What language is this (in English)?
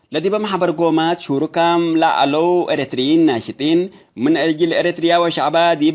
Tigre